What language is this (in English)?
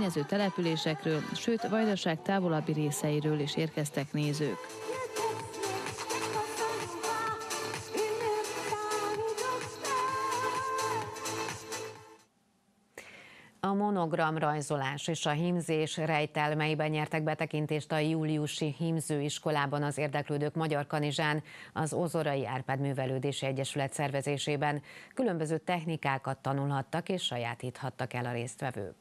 Hungarian